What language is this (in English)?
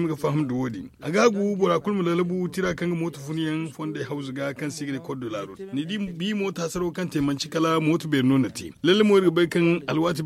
Zarma